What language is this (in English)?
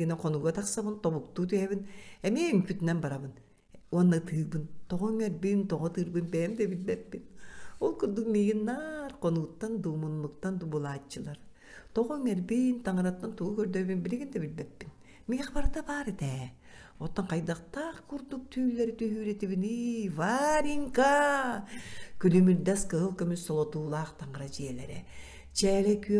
Yakut